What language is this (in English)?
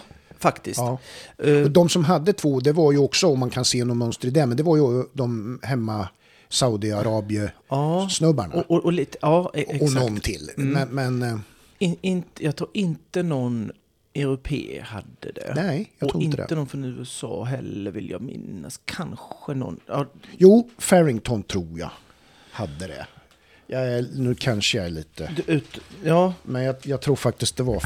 Swedish